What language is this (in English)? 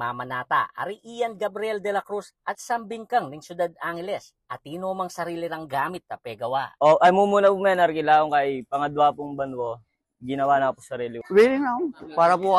Pampanga